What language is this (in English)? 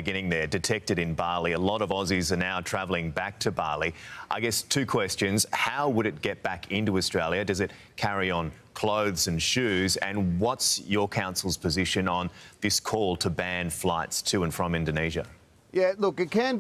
English